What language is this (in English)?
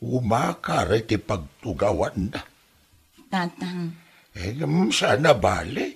Iloko